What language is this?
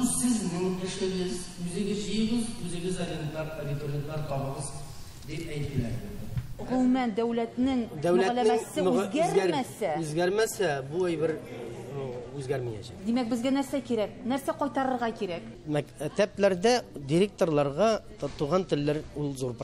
Tatar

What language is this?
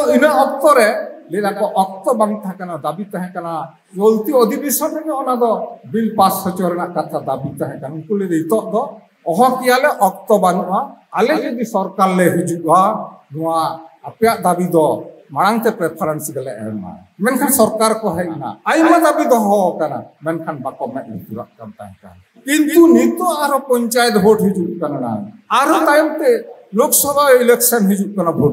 Santali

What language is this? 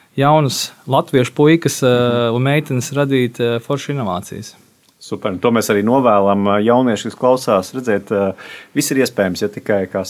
Latvian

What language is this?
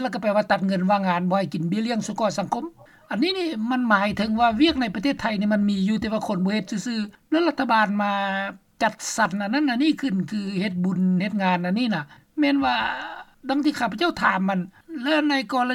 Lao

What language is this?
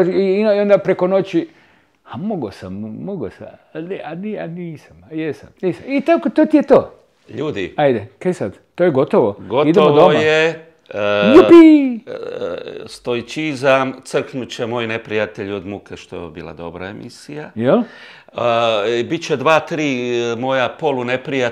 Croatian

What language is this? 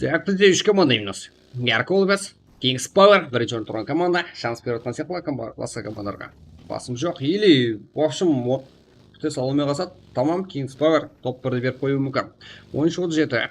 Kara-Kalpak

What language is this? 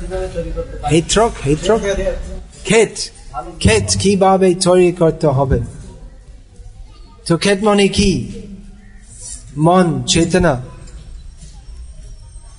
Bangla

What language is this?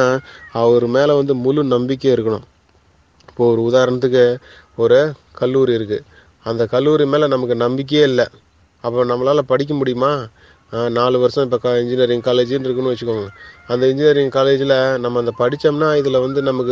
Tamil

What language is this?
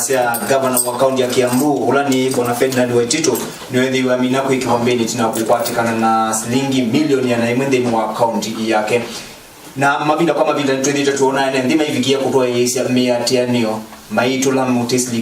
Kamba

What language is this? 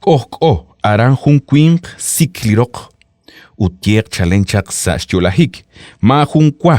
Kekchí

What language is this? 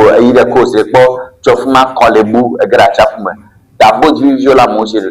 Ewe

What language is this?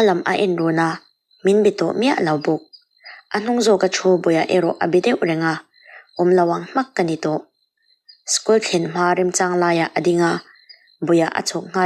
Mizo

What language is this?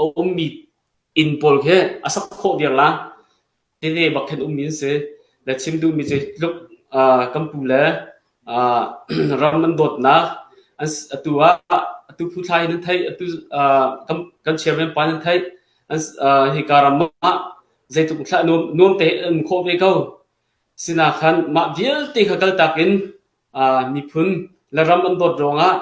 Hakha Chin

